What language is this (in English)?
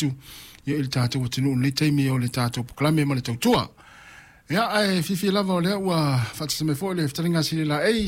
Samoan